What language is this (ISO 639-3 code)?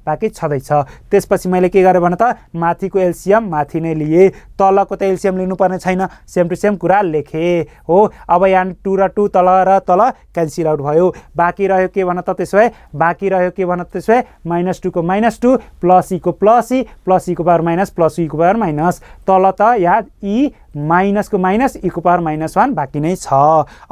nep